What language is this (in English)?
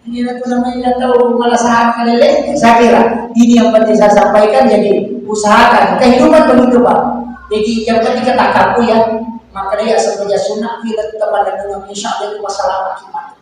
Buginese